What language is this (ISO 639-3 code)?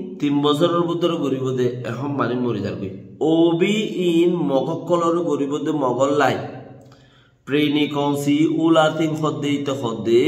rhg